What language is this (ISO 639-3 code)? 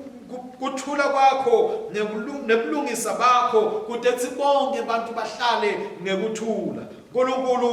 ssw